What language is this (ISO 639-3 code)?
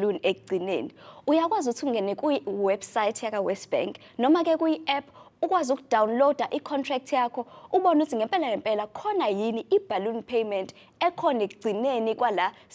zul